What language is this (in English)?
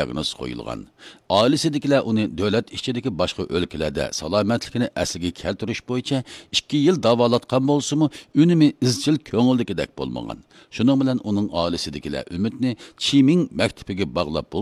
Uyghur